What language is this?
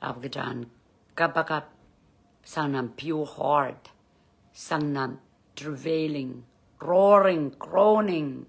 Pohnpeian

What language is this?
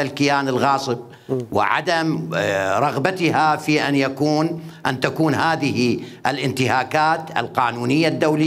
Mesopotamian Arabic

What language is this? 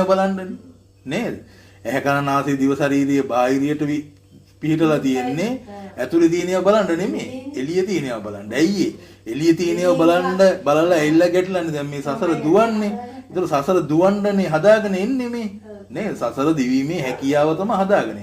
Sinhala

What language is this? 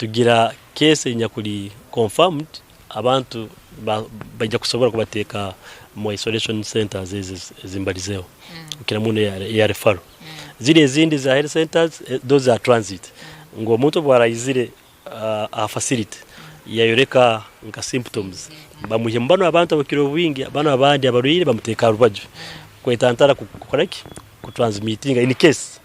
Nyankole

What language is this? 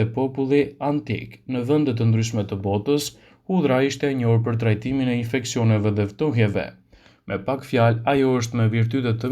Albanian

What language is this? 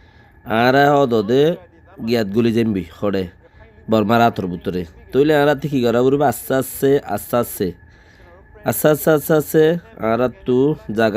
Rohingya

